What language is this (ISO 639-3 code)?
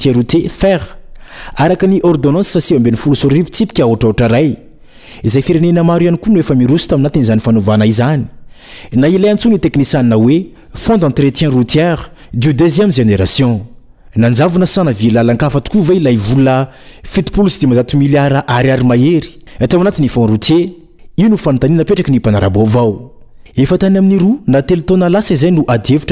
mlg